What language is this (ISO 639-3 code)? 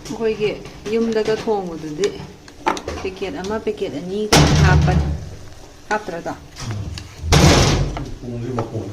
mni